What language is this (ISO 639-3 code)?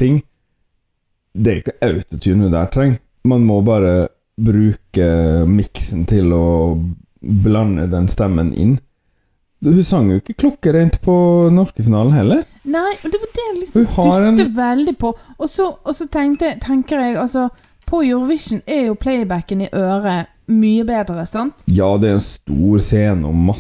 nor